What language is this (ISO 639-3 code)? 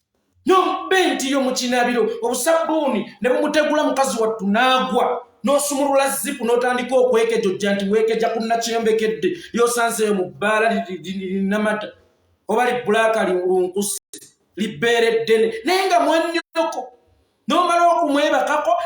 lug